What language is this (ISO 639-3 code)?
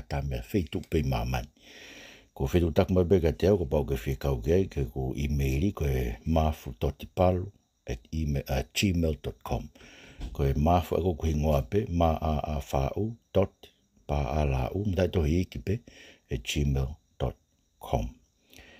ton